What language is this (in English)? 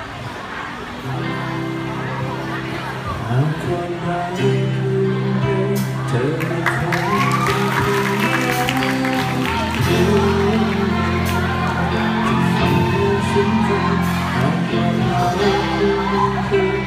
Thai